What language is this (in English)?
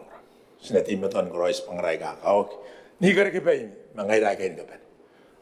Gilbertese